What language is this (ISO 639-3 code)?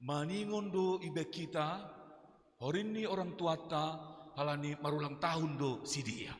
bts